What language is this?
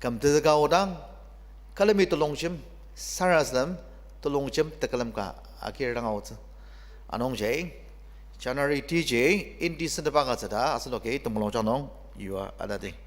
Ao Naga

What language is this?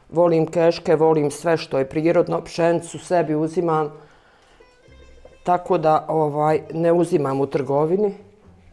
Bosnian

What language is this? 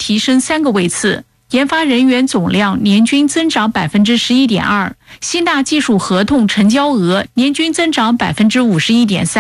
Chinese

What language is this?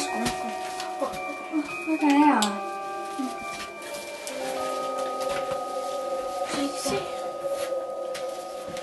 Estonian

